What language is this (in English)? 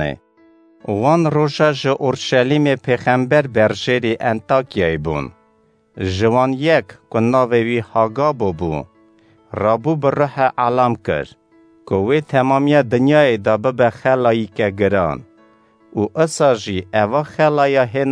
Kurdish